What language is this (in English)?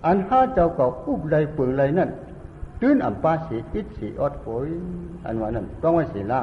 Shan